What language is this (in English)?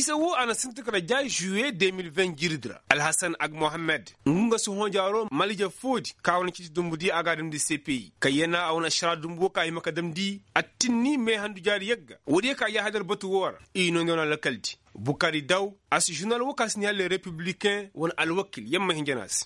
Koyraboro Senni